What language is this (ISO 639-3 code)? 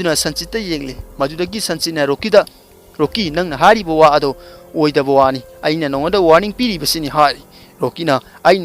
mni